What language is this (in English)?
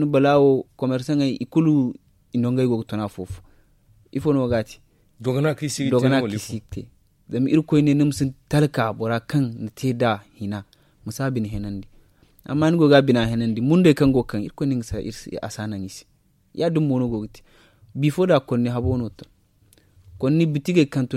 Zarma